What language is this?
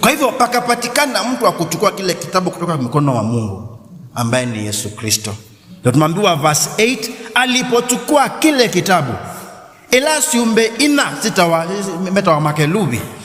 Kamba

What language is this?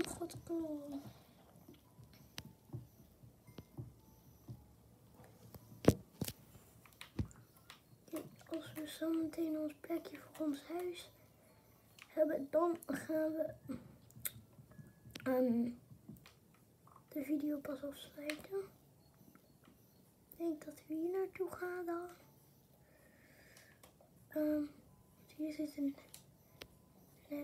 Dutch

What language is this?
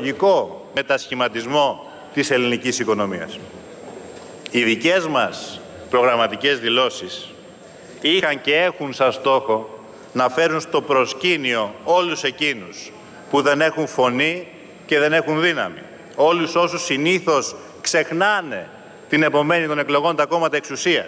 Greek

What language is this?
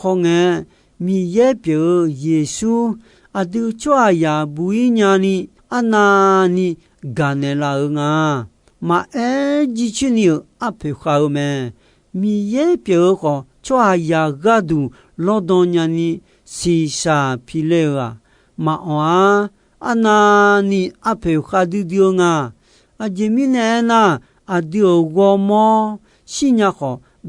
Akha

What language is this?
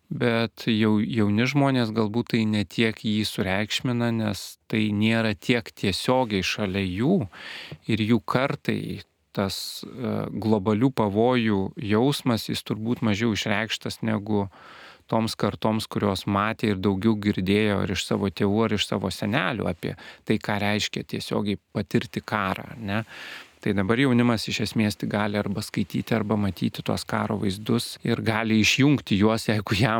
Lithuanian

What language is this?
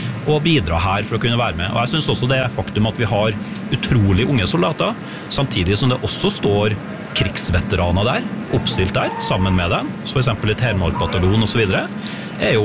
Norwegian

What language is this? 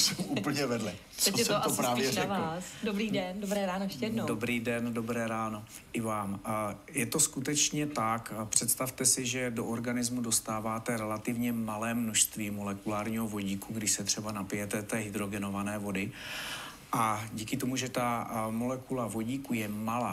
Czech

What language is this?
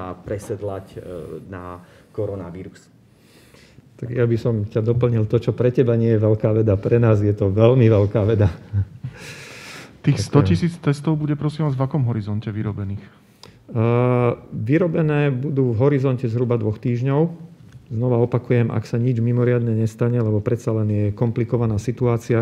Slovak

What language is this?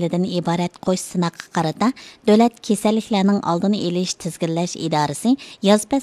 Uyghur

